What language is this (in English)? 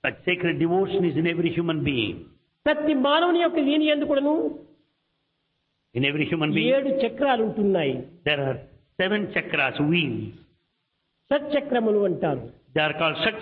Telugu